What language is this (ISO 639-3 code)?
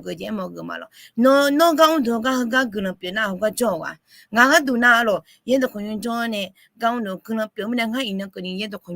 ahk